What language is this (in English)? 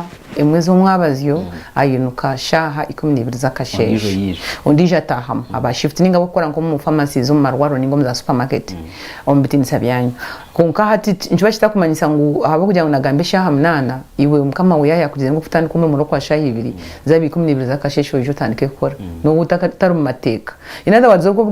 Nyankole